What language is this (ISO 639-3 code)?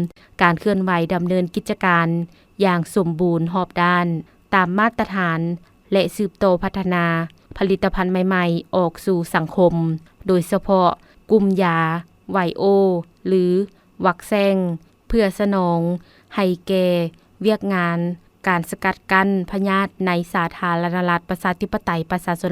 lao